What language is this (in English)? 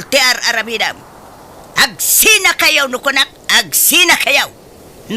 Iloko